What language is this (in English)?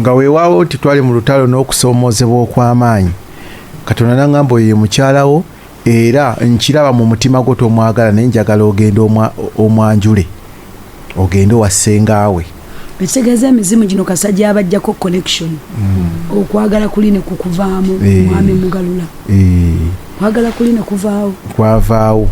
Ganda